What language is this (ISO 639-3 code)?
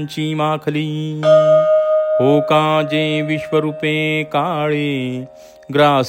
mar